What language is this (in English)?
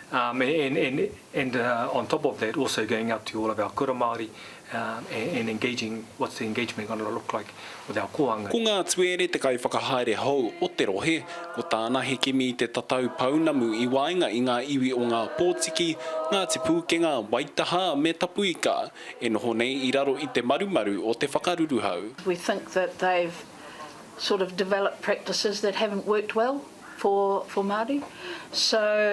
Māori